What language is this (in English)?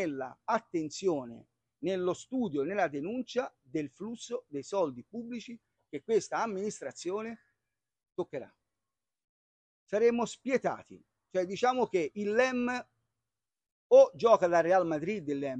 Italian